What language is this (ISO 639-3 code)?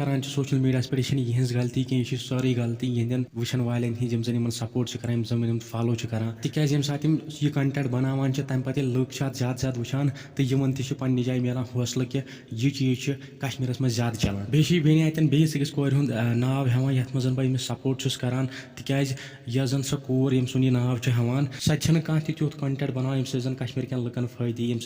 kas